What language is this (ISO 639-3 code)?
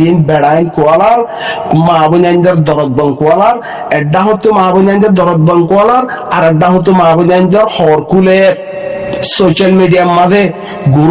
rhg